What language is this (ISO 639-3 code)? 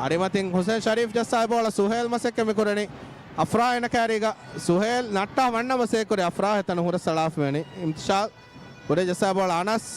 div